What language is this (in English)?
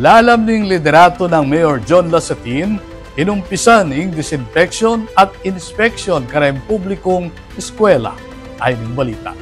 Pampanga